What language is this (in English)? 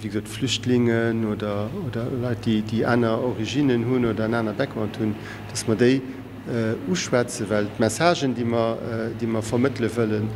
Luxembourgish